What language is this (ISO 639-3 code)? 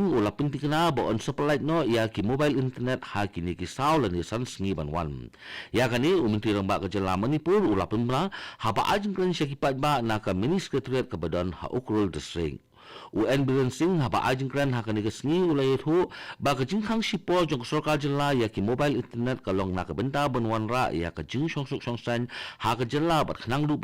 kha